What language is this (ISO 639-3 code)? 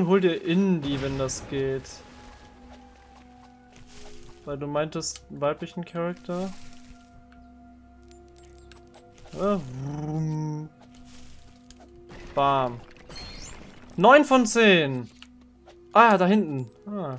deu